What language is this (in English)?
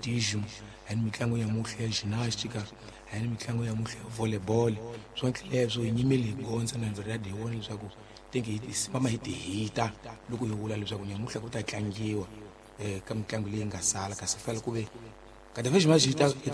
Tsonga